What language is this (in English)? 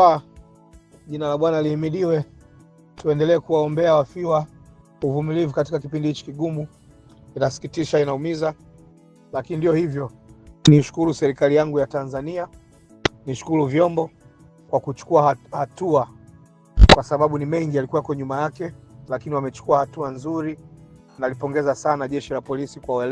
Swahili